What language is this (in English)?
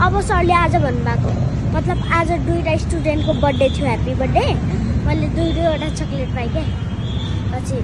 Nepali